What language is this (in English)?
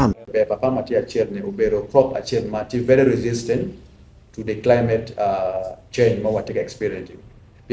Acoli